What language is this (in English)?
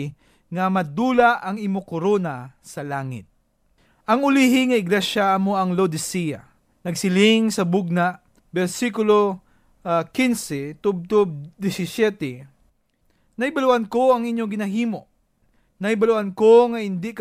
Hiligaynon